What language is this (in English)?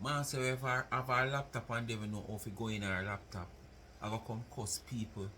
Jamaican Creole English